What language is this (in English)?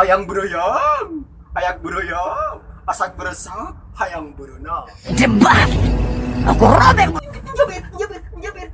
Madurese